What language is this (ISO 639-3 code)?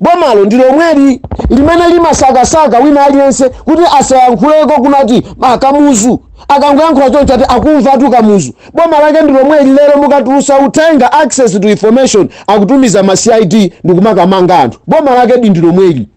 nya